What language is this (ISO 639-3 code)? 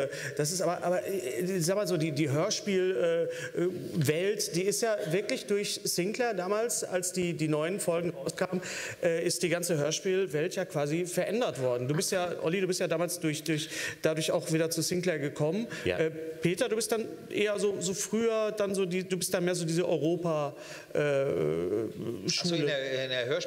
deu